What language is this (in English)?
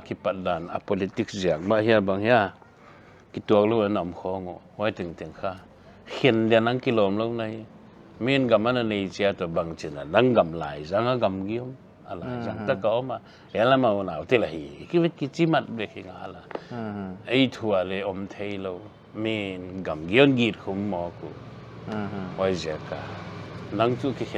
Paite Chin